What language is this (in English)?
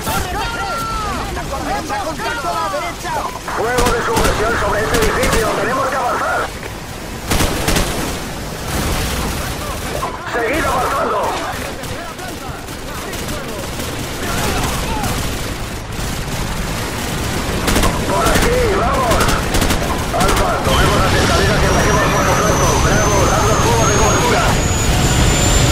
Spanish